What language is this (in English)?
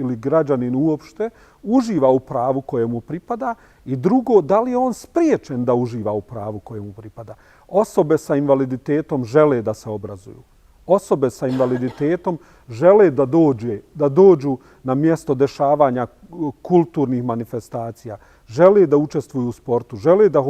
Bosnian